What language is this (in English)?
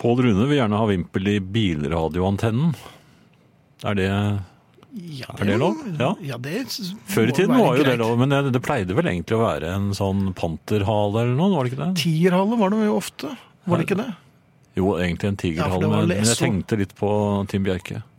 Norwegian